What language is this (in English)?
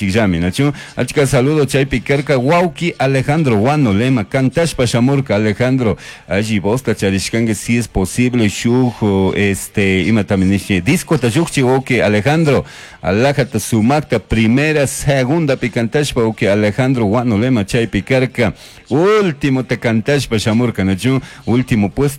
Chimborazo Highland Quichua